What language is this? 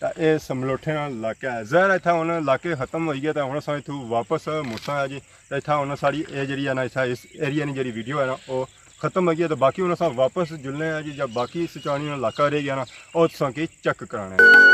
Pahari-Potwari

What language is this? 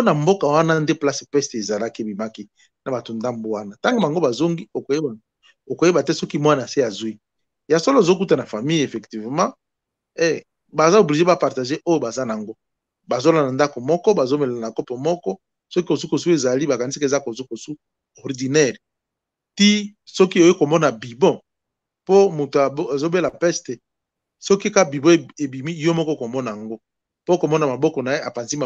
Lingala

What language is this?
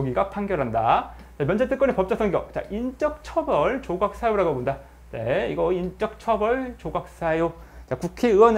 Korean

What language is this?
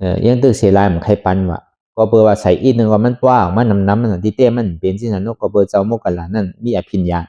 Shan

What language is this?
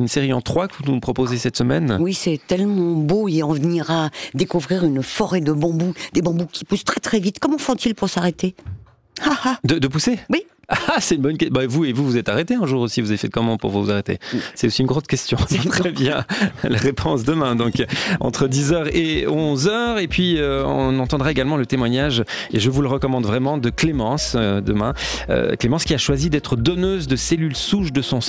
French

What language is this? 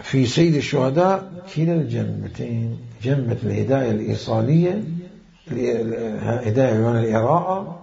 Mesopotamian Arabic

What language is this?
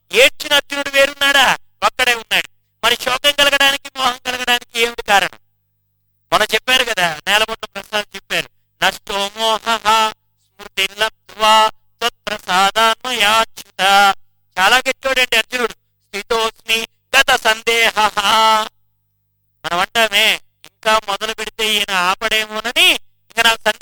Telugu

